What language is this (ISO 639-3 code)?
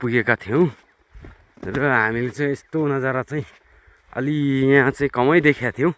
nep